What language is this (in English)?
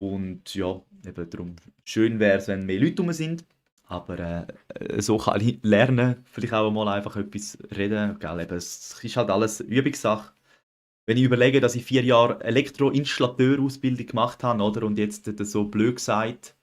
Swiss German